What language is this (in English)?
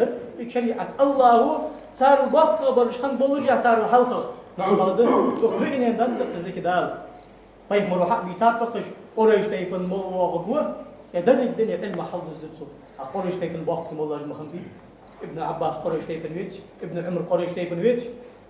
Ingush